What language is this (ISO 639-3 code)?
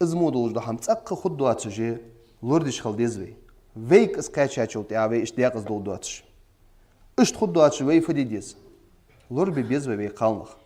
inh